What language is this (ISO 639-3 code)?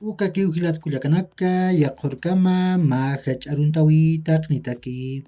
aym